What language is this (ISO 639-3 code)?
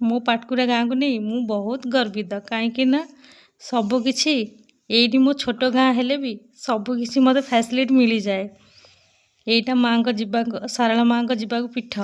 ori